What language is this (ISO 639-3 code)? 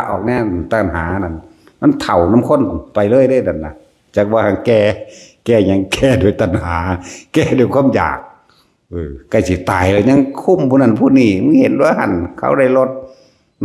tts